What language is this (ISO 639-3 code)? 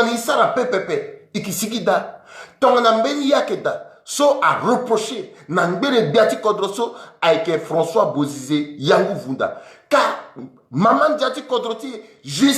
sag